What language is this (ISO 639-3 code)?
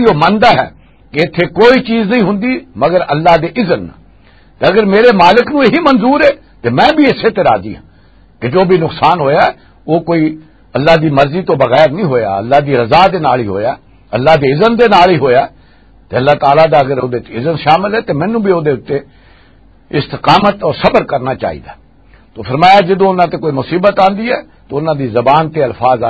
lah